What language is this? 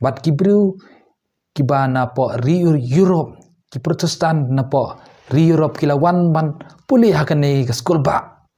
Khasi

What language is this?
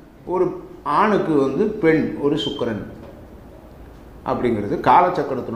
Tamil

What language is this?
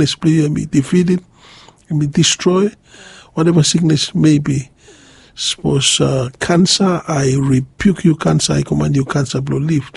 Bislama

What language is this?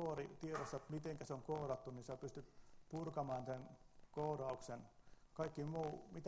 Finnish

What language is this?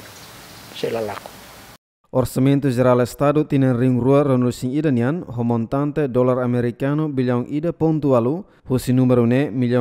Tetum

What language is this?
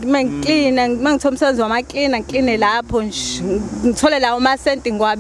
Zulu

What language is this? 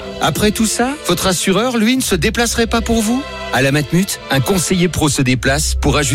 French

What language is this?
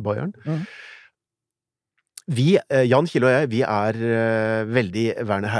Norwegian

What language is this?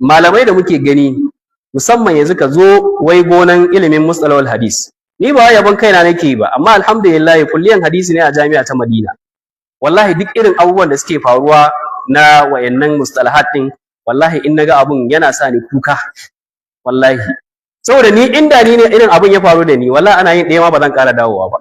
Hausa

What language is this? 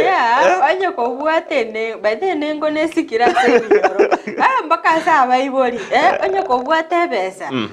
Gusii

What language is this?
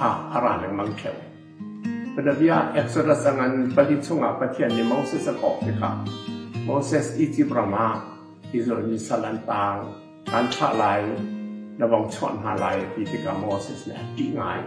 Hakha Chin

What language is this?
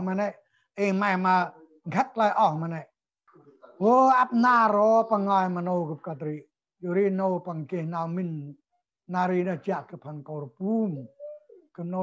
Central Mnong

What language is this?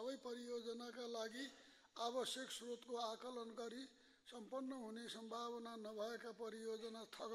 Nepali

